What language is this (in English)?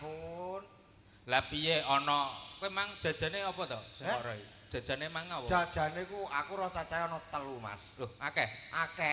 Javanese